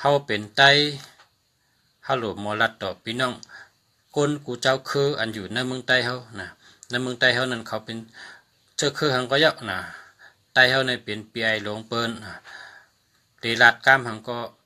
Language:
Shan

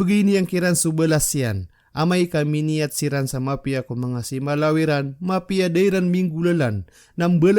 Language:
Maranao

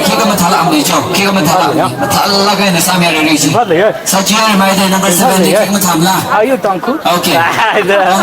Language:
Tangkhul Naga (India)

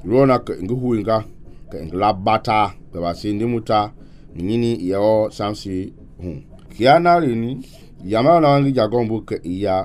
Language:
Mende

